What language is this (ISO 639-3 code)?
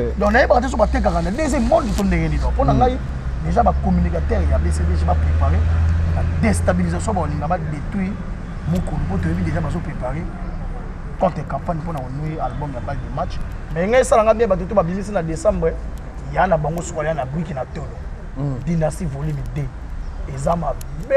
lin